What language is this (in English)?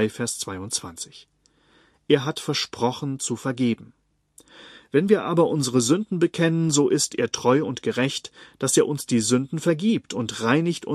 German